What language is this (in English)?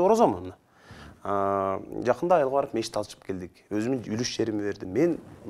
Kyrgyz